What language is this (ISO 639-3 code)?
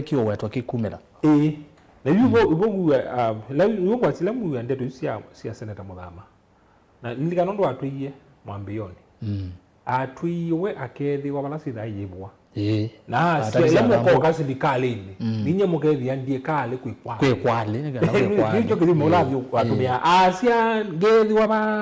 kam